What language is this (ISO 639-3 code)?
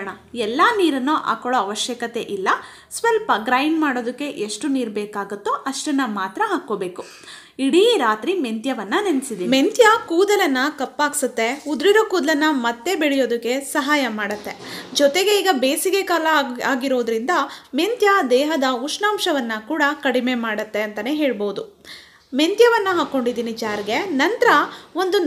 kan